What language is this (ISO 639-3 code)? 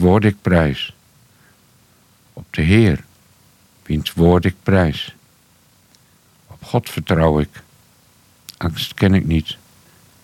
nld